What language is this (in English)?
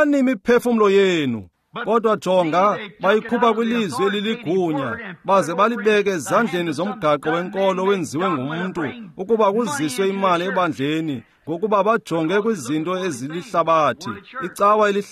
Xhosa